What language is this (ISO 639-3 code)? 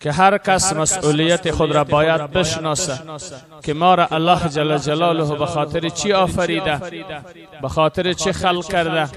fas